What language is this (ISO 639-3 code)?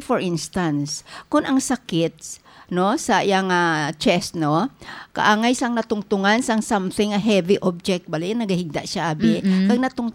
hil